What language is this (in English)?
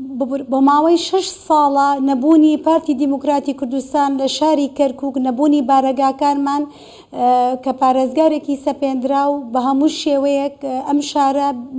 Central Kurdish